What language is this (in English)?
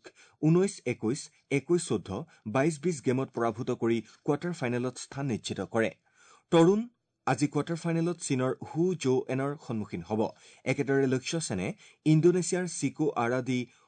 Assamese